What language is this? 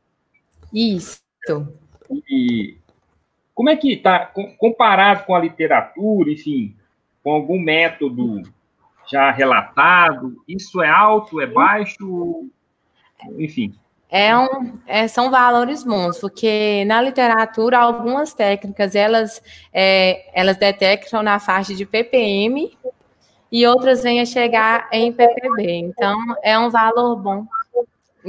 Portuguese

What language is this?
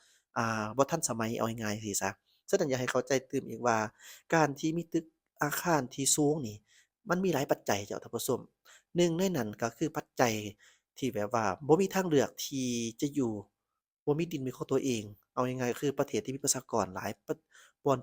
Lao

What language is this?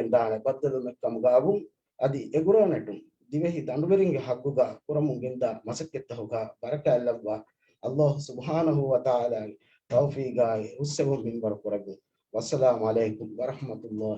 Divehi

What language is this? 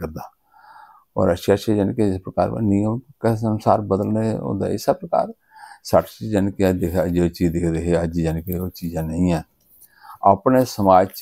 Dogri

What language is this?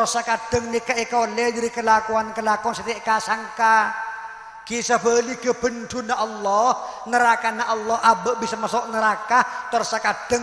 Madurese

